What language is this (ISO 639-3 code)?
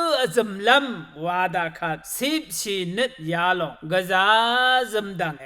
raw